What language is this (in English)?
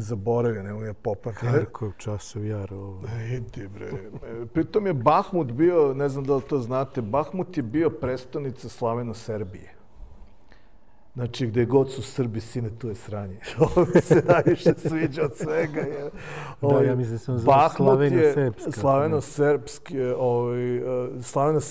Serbian